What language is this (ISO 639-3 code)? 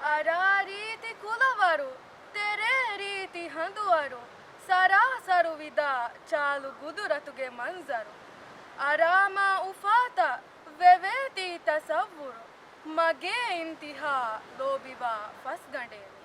div